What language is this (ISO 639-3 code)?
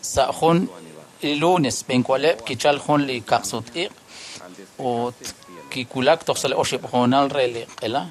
kek